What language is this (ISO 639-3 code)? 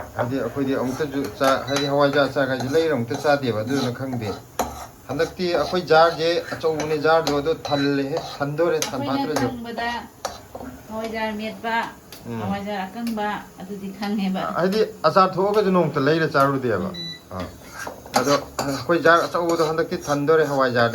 mni